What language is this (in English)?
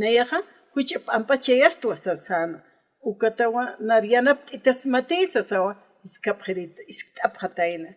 Aymara